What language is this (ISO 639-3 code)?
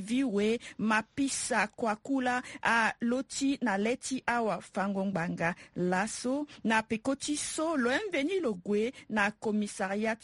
sag